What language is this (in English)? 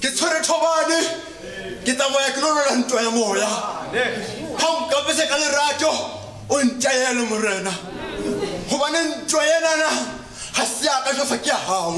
Southern Sotho